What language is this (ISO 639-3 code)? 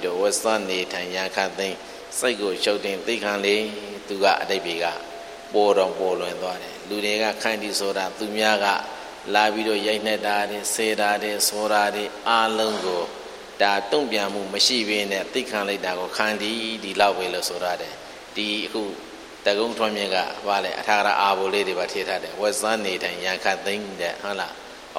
mya